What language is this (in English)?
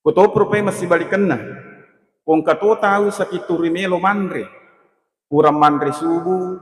Buginese